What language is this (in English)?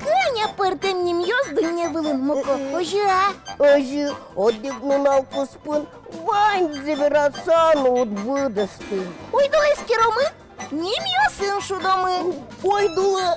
Udmurt